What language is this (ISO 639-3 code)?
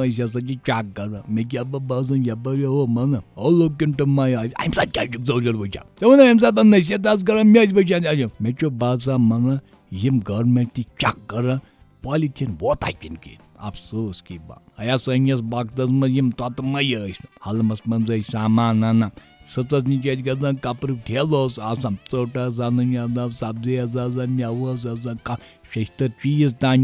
kas